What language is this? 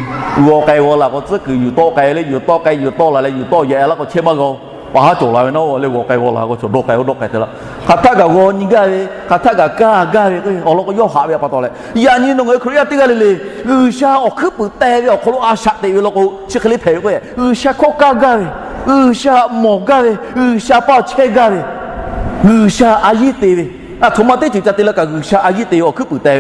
Lahu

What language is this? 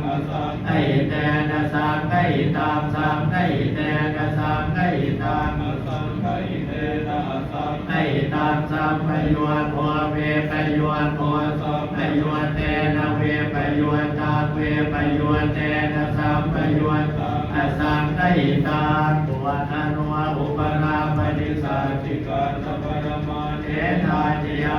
Pali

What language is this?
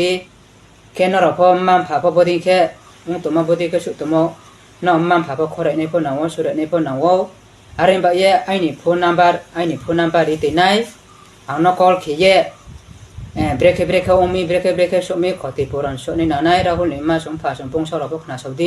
Riang (India)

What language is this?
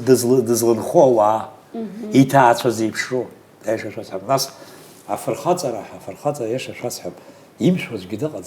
Abkhazian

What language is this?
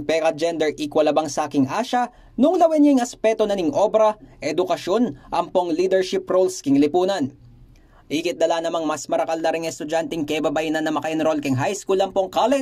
Pampanga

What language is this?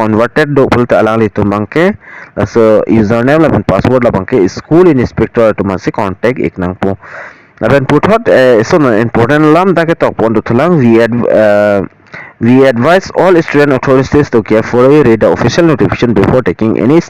Karbi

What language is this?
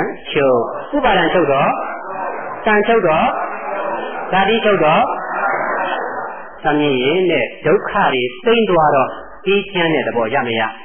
Burmese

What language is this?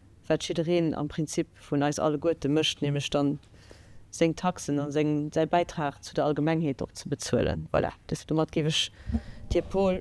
Luxembourgish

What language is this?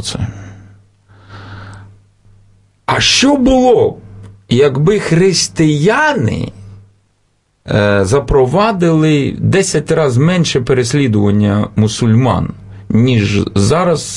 Ukrainian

